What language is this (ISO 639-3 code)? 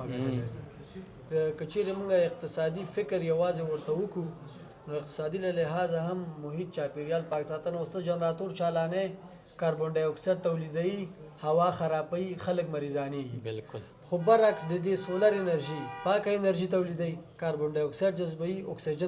pus